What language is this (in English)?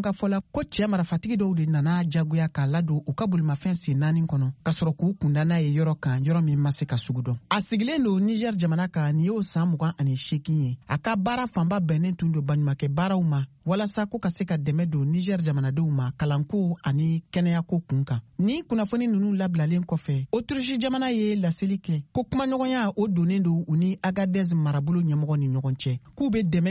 Bambara